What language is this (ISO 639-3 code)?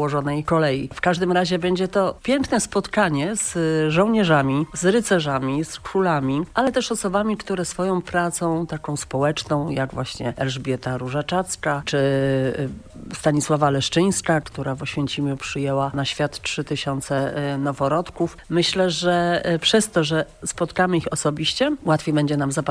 pol